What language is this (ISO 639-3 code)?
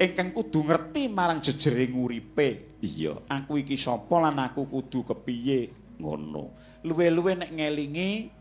jav